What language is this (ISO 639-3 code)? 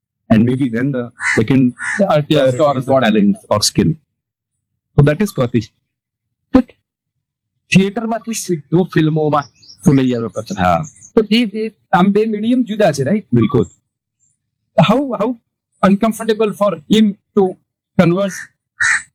guj